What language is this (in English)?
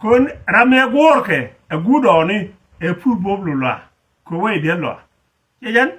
Nuer